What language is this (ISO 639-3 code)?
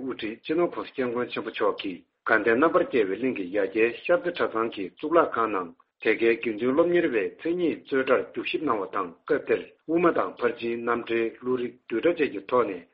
bod